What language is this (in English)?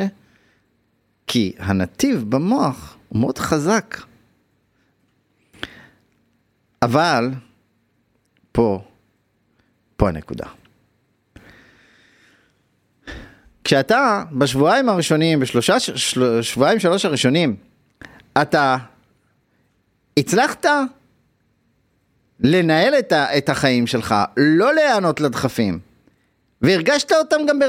Hebrew